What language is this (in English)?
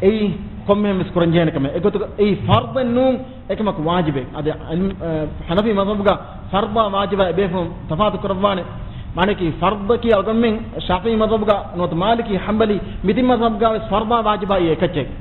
Divehi